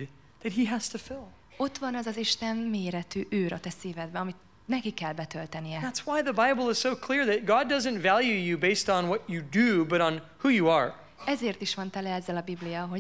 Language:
Hungarian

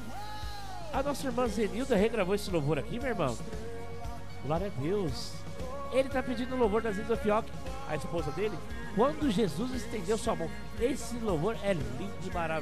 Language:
Portuguese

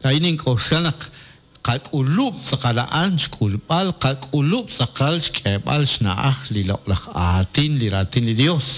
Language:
Kekchí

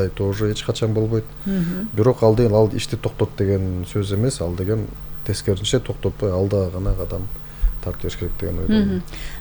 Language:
Kyrgyz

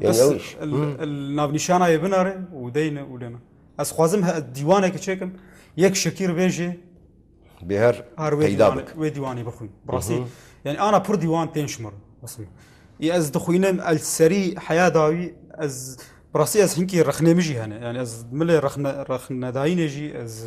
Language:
Kurdish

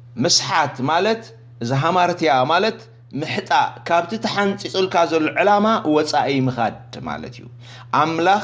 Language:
Tigrinya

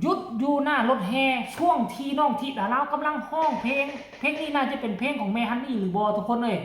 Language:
Northeastern Thai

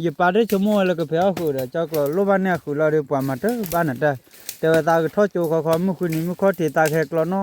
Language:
S'gaw Karen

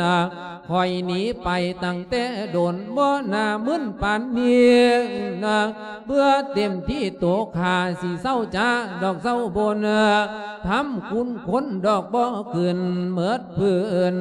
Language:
Lao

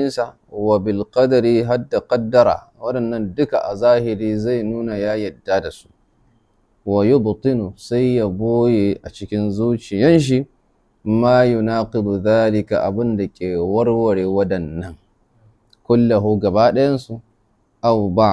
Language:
Hausa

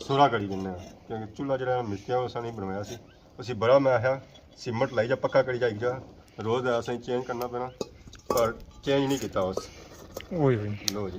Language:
Pahari-Potwari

